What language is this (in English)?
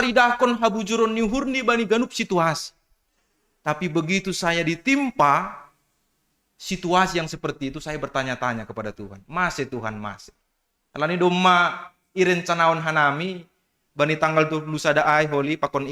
Batak Simalungun